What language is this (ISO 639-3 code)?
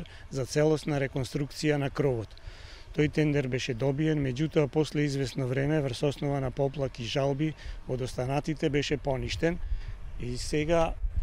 mkd